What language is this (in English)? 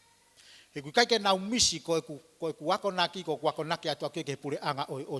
Tongan